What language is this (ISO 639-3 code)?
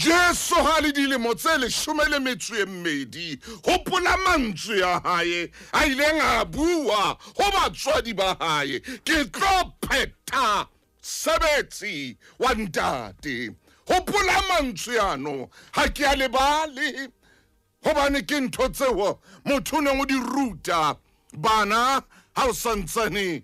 sot